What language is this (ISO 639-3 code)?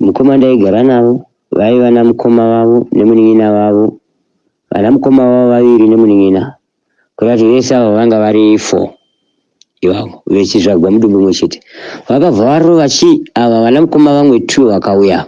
sna